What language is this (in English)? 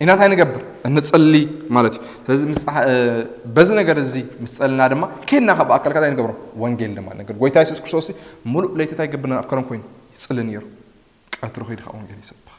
Tigrinya